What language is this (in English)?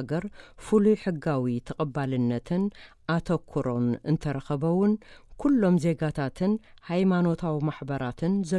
Tigrinya